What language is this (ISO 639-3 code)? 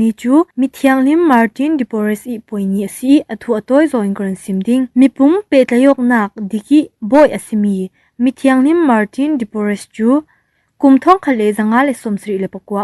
cfm